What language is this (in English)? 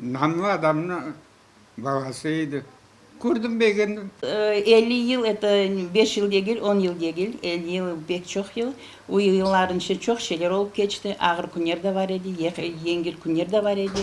Crimean Tatar